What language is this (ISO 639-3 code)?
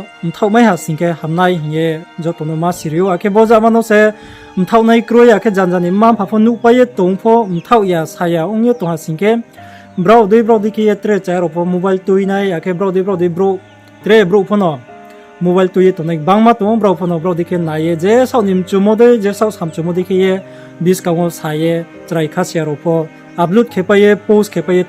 ria